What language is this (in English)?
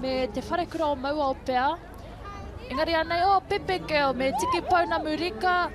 Māori